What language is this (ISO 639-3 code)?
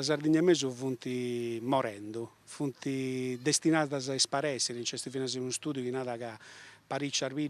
srd